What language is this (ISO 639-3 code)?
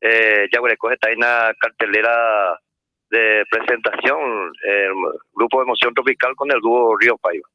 grn